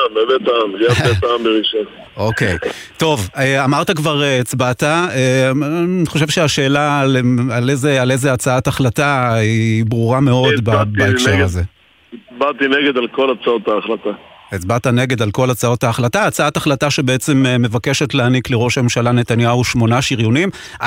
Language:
Hebrew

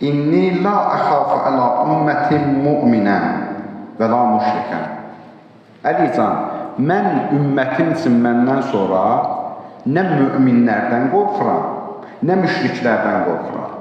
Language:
Azerbaijani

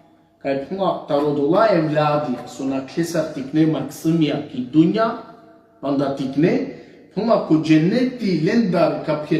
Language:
Balkan Romani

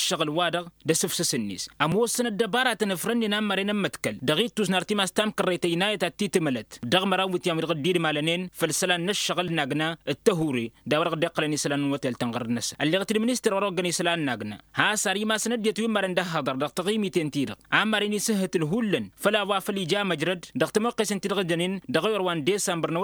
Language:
Tamasheq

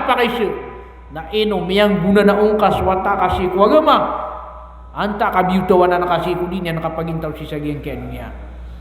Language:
Maranao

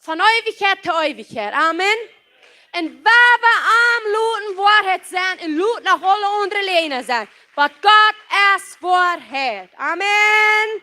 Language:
Plautdietsch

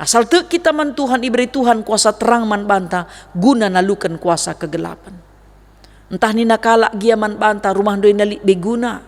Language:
Batak Karo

